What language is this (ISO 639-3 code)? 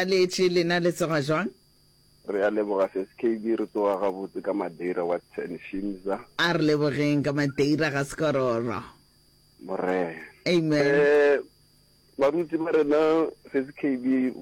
nso